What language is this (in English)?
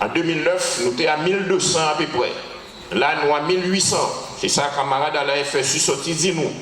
Guadeloupean Creole French